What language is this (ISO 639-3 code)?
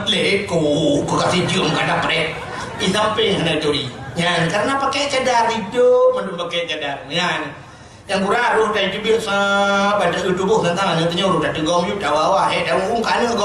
ace